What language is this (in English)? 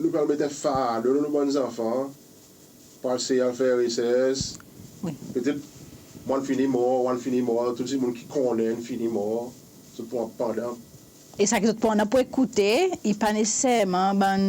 Seselwa Creole French